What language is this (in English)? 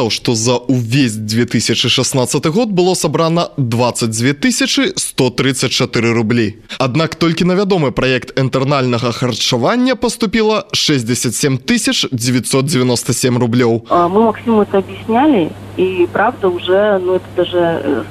Belarusian